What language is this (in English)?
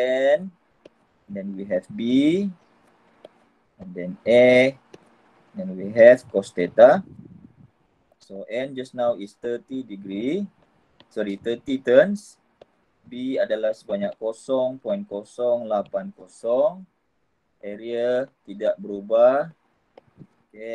Malay